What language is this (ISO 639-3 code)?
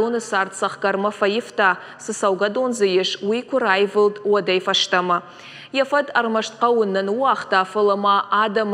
oss